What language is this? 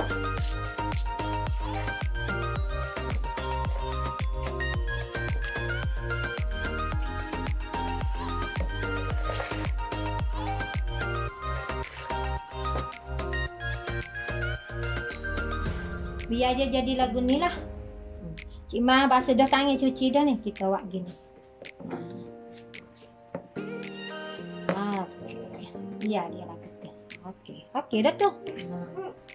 Malay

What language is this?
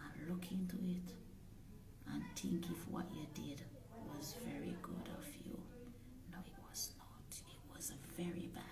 Jamaican Creole English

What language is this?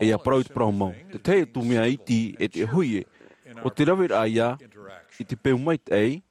Tahitian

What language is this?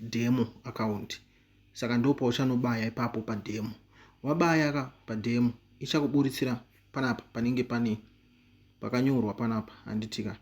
Shona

